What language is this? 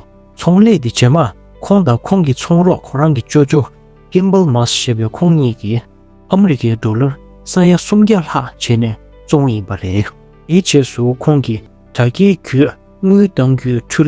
Tibetan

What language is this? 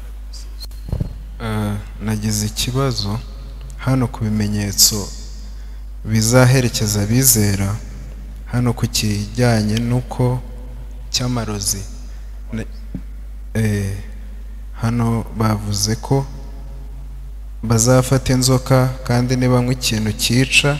Kinyarwanda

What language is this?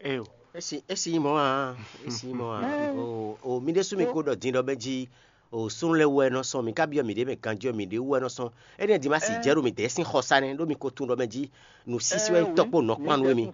Fon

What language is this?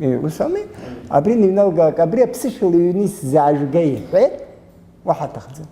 Abkhazian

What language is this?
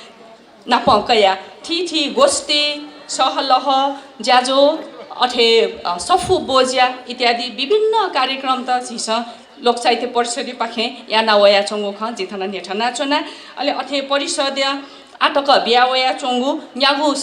Newari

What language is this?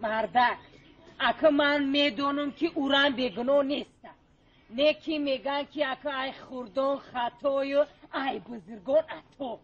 Tajik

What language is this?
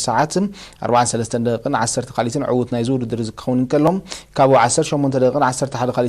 Tigrinya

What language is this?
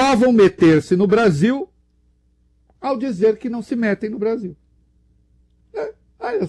Portuguese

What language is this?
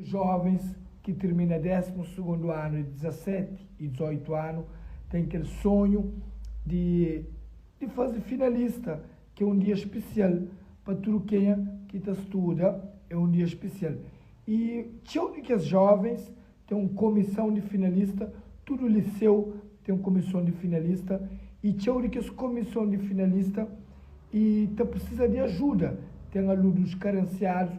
Kabuverdianu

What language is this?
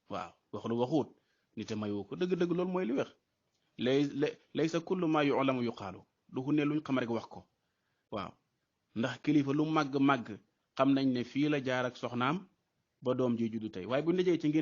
Wolof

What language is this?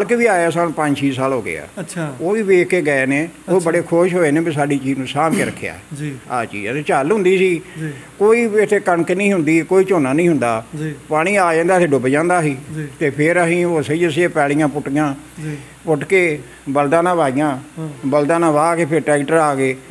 Punjabi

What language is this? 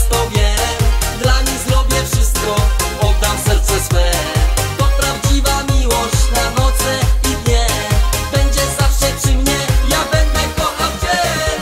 Polish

